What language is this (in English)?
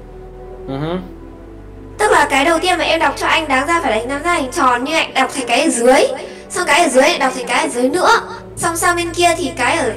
Vietnamese